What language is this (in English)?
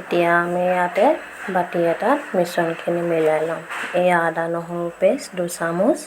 Assamese